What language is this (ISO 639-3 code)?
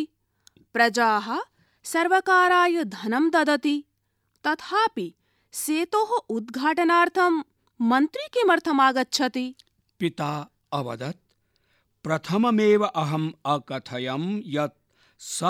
san